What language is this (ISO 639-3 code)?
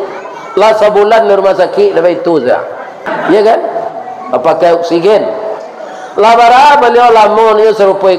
min